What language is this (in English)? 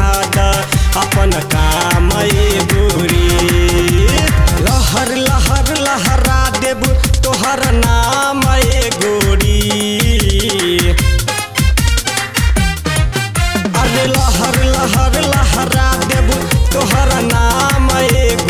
Bhojpuri